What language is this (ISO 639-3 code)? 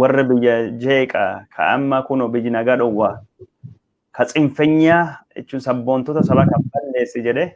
orm